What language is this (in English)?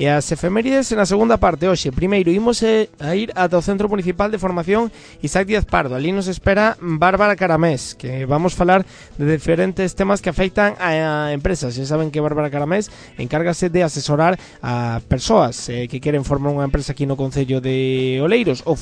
Galician